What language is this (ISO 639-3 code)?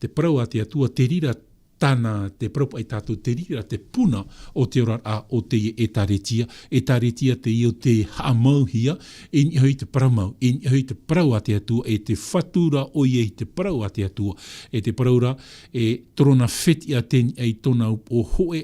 tah